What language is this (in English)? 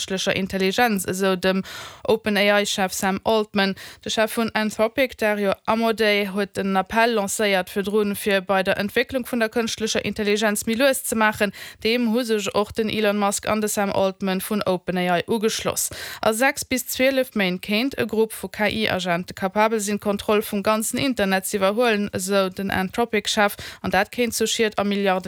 Luxembourgish